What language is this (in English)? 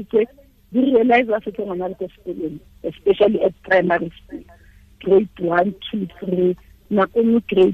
Tswana